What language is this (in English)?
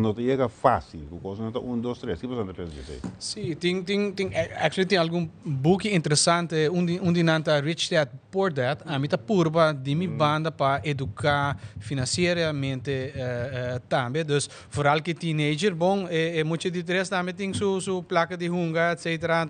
Papiamento